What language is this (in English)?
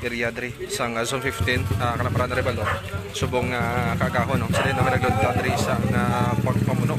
Hiligaynon